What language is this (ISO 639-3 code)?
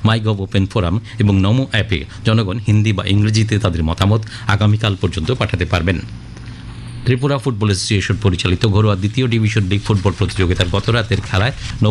ben